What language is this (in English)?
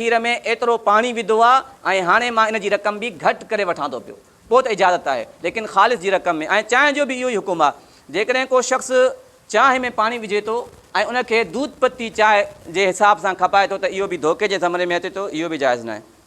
Sindhi